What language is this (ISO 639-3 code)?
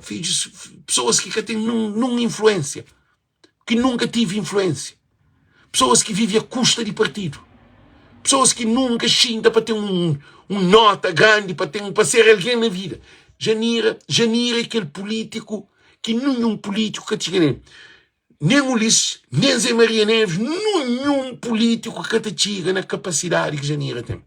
kea